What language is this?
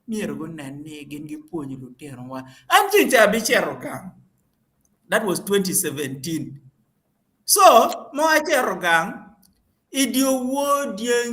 Acoli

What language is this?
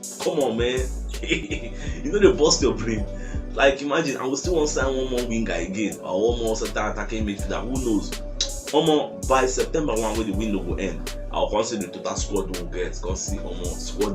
Nigerian Pidgin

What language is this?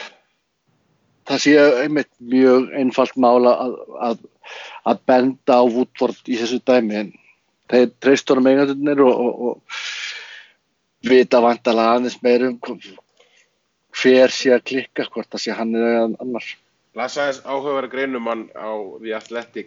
Icelandic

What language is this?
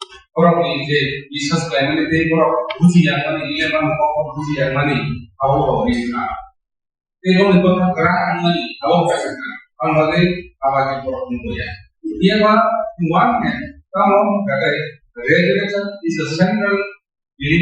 Kok Borok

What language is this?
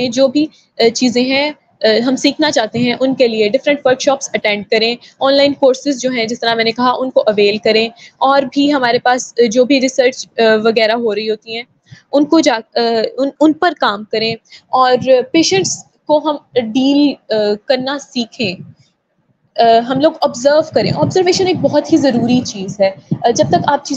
Urdu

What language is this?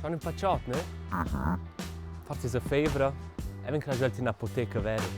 Romansh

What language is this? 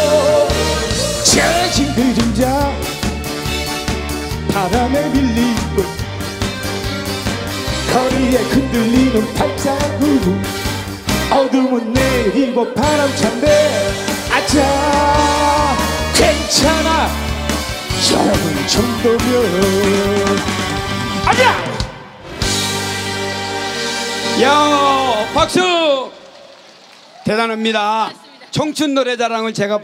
Korean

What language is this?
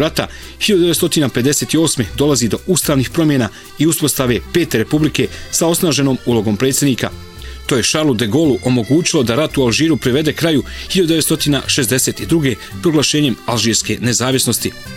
Bosnian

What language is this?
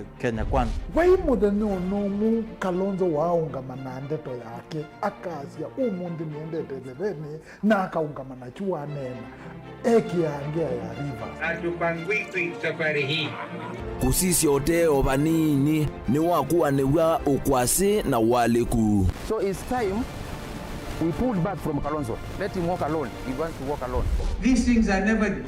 Kamba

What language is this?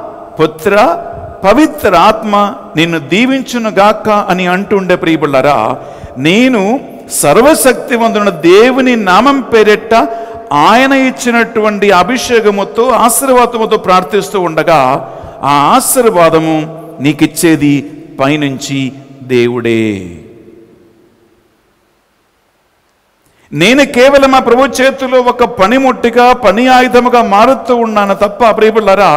Telugu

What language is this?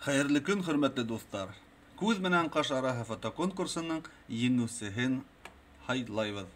Bashkir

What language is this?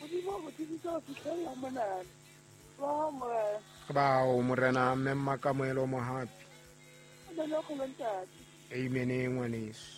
Southern Sotho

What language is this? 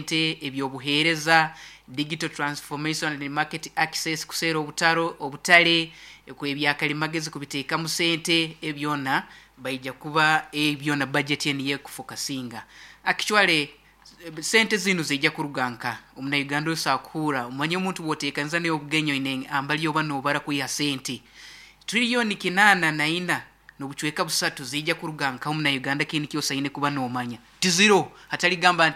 Nyoro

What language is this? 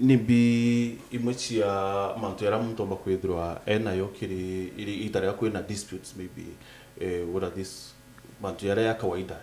Meru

